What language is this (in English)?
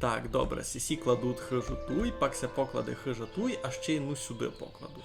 Rusyn